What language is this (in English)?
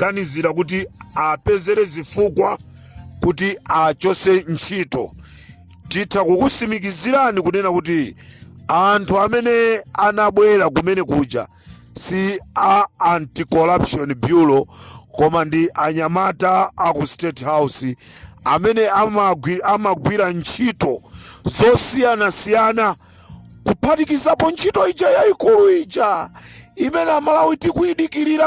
Nyanja